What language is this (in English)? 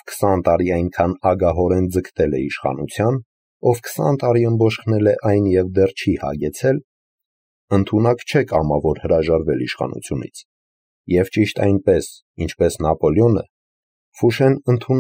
Armenian